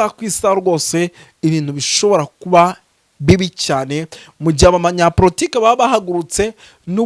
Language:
Kinyarwanda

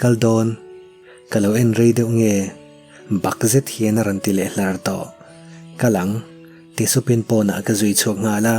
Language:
Mizo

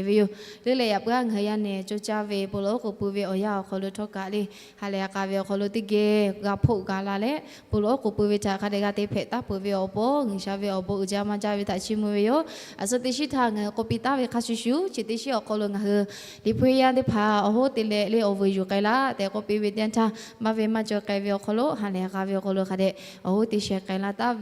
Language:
Lahu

